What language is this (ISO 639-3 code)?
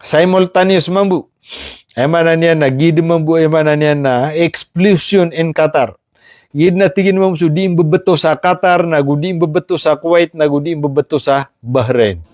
mrw